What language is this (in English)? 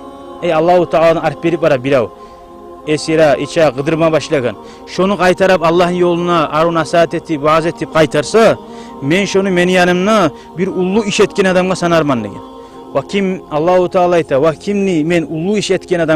Kumyk